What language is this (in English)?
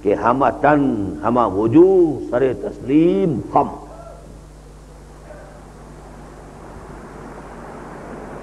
Urdu